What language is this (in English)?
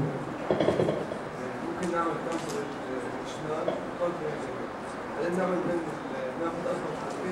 South Levantine Arabic